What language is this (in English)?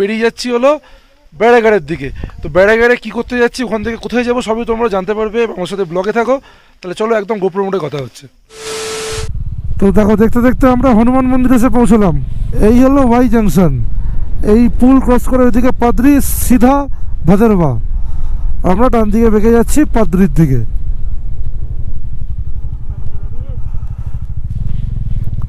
Bangla